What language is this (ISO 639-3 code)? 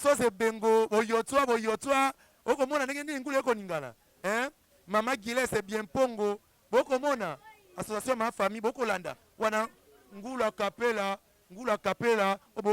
lin